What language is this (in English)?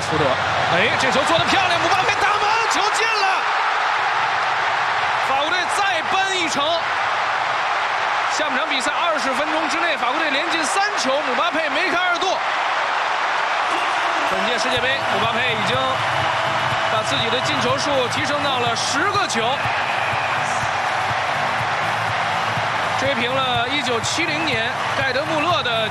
Chinese